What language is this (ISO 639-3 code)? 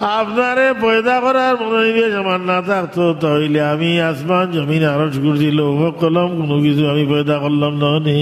syl